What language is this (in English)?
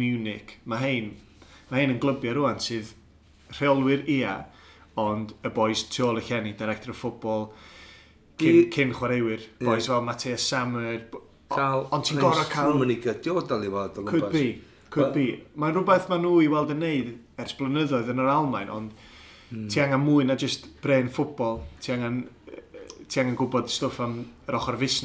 Welsh